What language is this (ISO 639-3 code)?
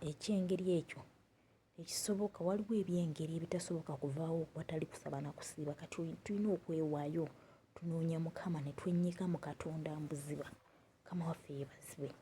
lug